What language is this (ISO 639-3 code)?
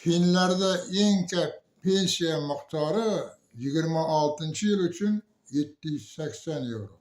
uzb